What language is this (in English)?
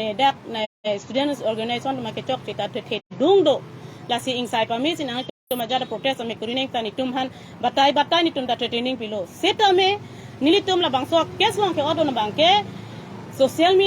Karbi